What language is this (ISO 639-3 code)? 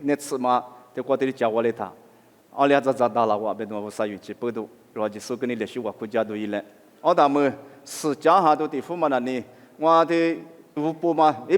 lis